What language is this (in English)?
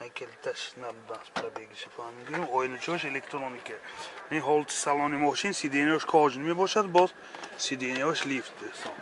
Tajik